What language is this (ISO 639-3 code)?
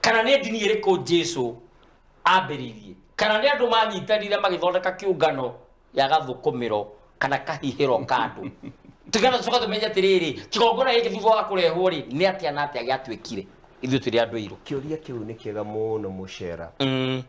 kik